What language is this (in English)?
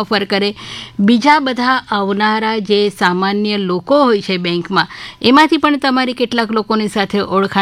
Gujarati